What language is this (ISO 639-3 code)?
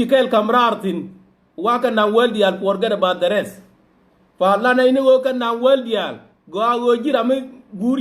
nus